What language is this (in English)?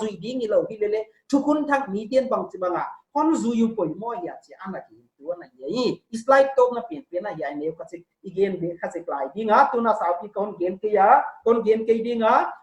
Paite Chin